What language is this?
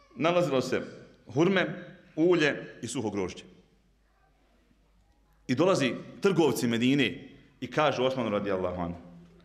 Bosnian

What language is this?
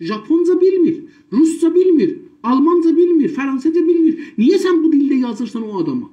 South Azerbaijani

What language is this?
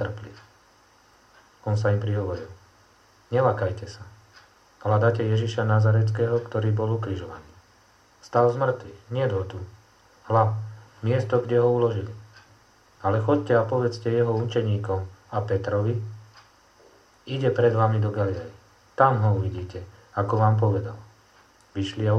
Slovak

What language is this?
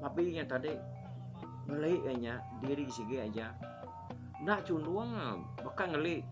Iban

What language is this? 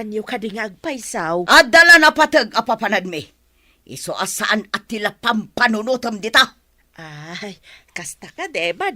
Iloko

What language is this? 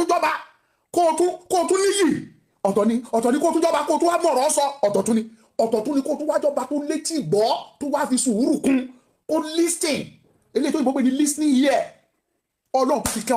Yoruba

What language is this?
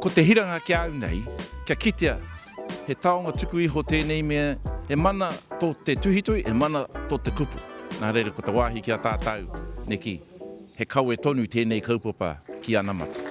Māori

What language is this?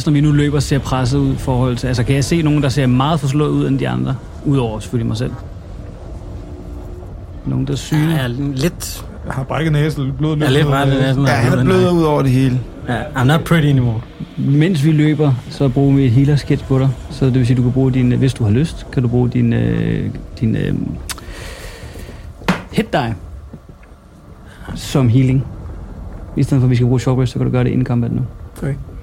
Danish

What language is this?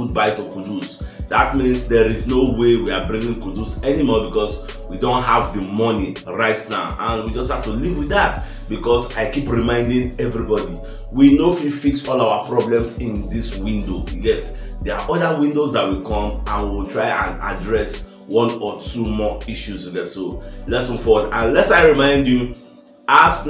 Nigerian Pidgin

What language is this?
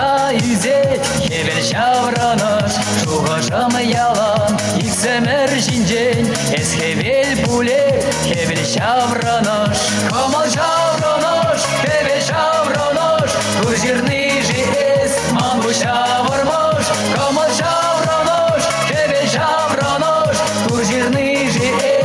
Chuvash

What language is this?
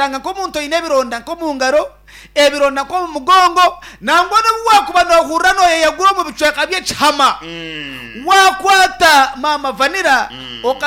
Nyankole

